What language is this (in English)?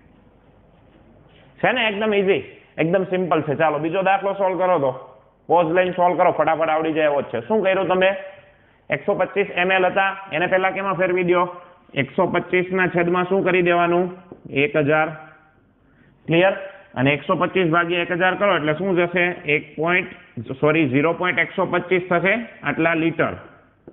Gujarati